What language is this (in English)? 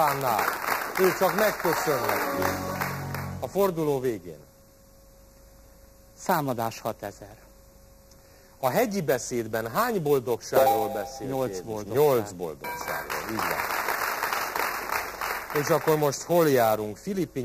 Hungarian